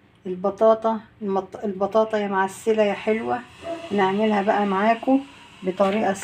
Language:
Egyptian Arabic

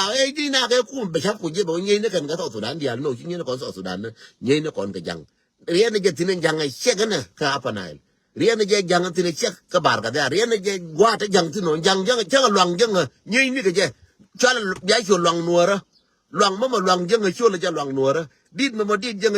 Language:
Nuer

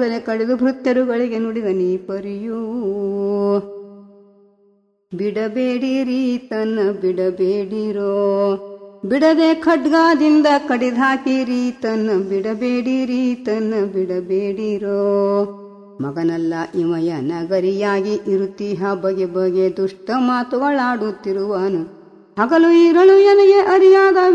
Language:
Kannada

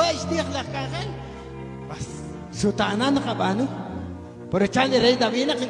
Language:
Kekchí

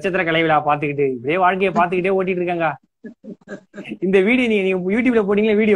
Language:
Tamil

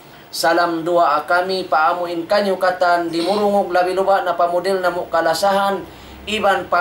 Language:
Tausug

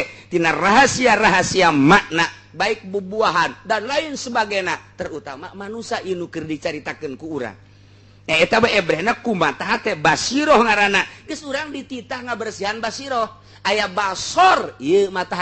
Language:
Sundanese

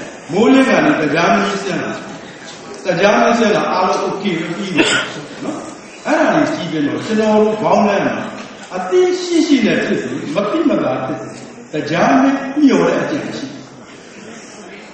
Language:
Burmese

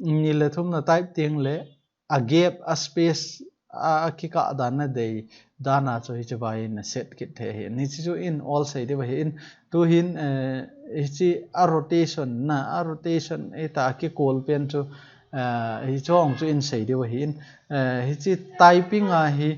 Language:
Thado Chin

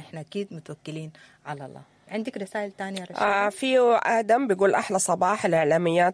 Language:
Sudanese Arabic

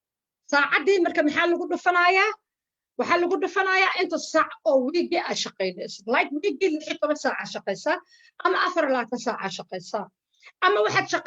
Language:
Somali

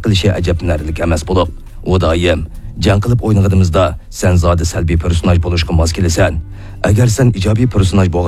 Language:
Uyghur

